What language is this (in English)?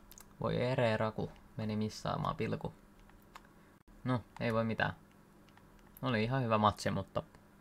Finnish